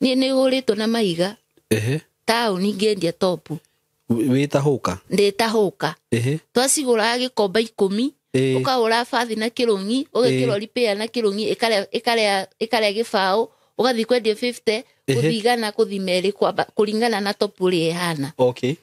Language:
Kikuyu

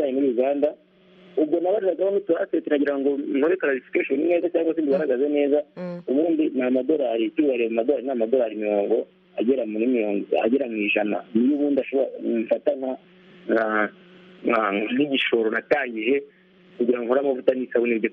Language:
Kinyarwanda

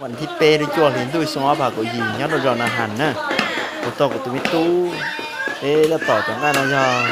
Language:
Hmong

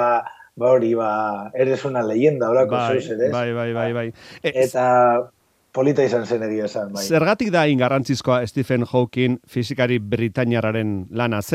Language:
Basque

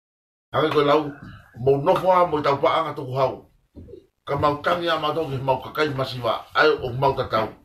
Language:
Tongan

